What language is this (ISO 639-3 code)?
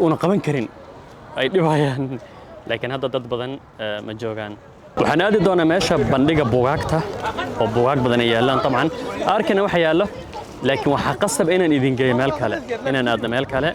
som